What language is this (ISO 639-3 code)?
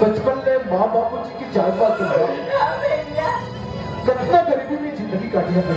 hne